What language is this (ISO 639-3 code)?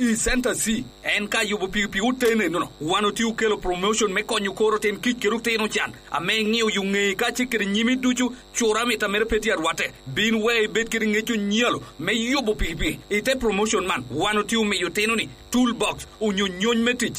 laj